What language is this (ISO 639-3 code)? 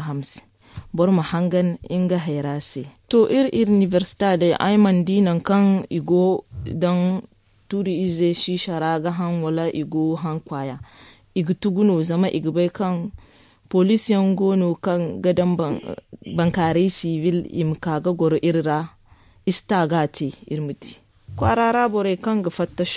dje